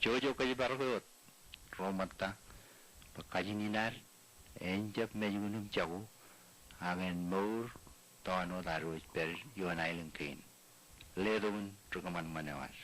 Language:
Marshallese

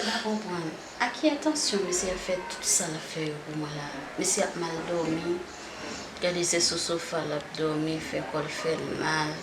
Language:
Haitian Creole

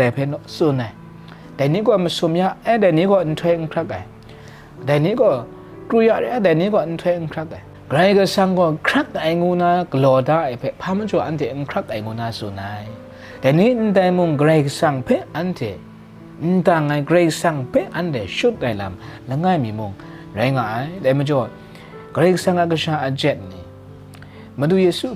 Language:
Kachin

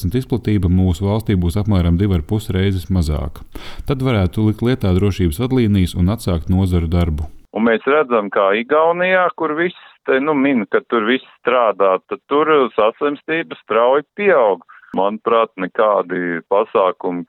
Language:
Latvian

